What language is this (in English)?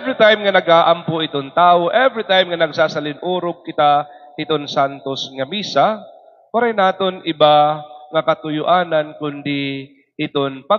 Waray